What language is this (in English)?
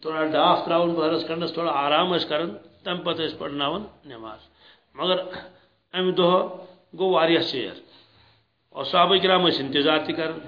Kashmiri